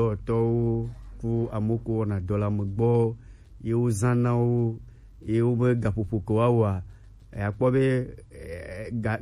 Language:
Gen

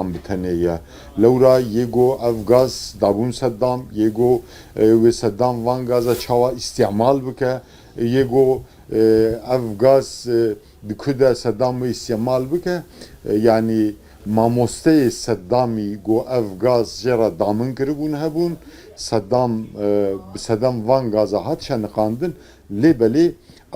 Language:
Kurdish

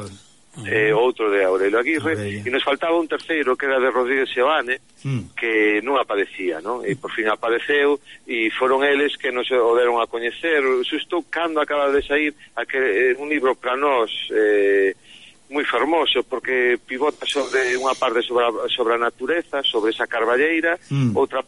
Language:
Galician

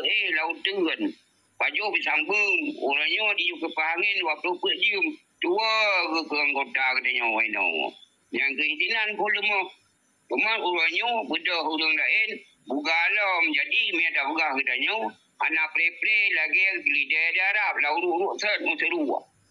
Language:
Achinese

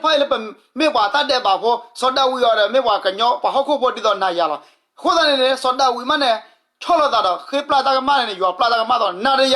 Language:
S'gaw Karen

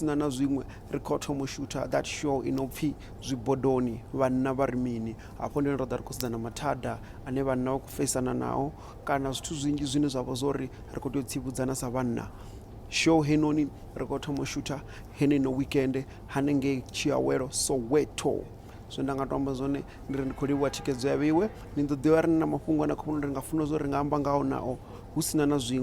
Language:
Venda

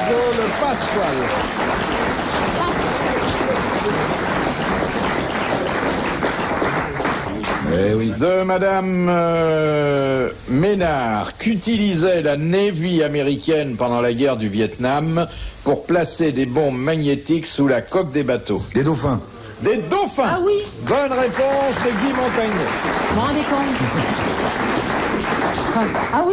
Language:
French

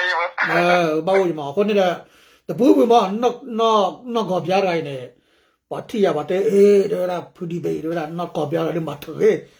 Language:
S'gaw Karen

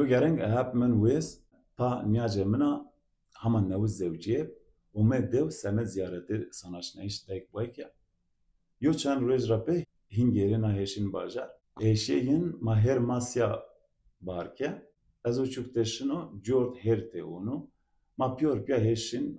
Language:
Zaza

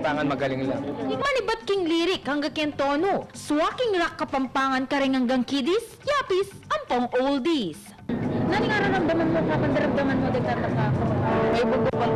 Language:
Pampanga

